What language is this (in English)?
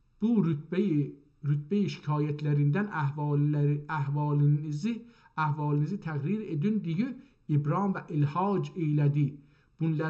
South Azerbaijani